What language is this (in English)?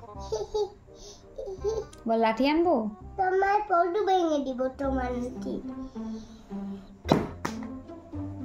Bangla